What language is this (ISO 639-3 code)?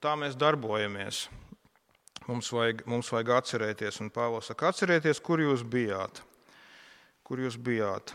lav